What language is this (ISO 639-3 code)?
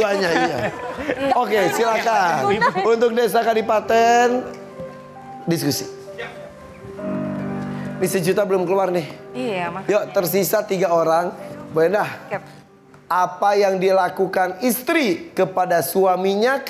ind